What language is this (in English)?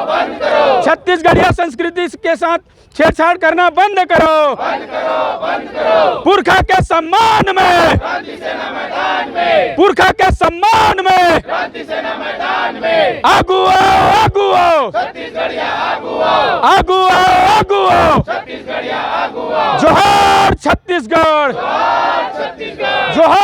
Chhattisgarhi